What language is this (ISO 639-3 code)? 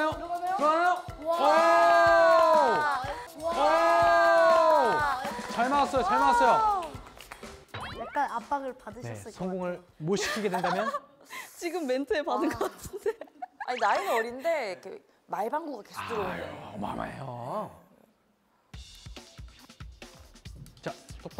kor